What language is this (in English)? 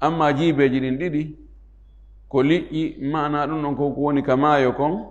Fula